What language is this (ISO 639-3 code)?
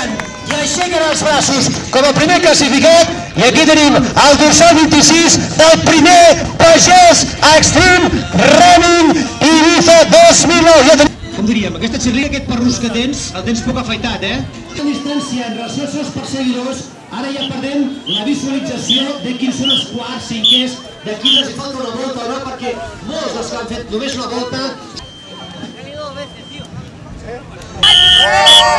cat